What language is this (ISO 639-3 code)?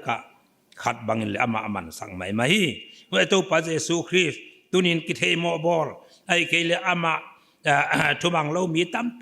pck